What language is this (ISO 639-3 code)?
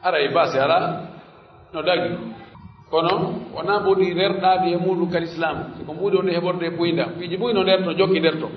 fuf